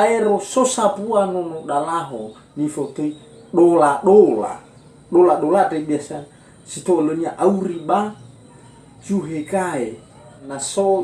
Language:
Nias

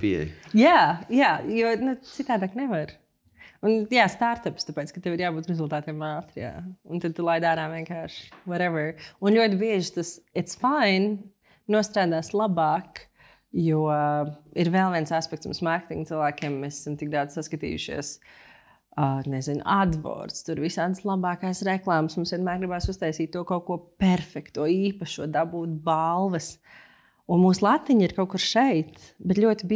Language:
Latvian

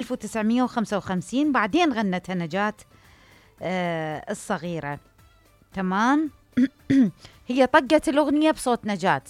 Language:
Mesopotamian Arabic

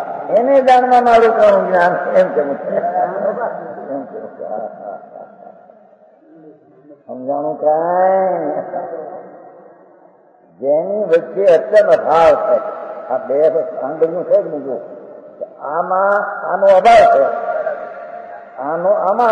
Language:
Gujarati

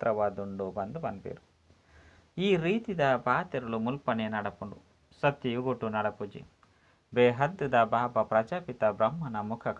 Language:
Tulu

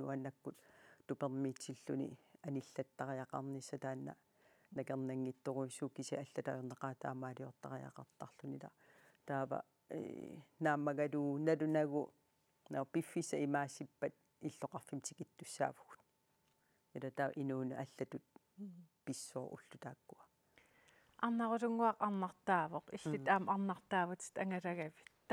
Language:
Kalaallisut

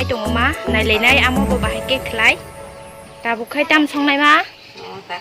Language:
Kok Borok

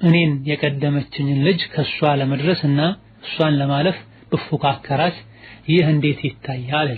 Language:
Amharic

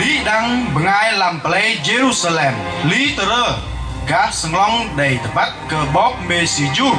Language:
Bahnar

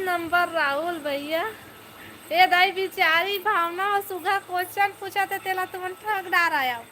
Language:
Chhattisgarhi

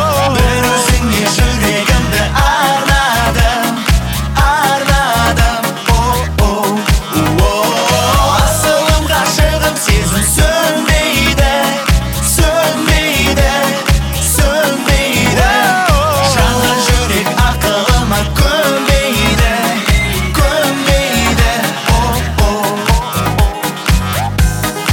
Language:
Kazakh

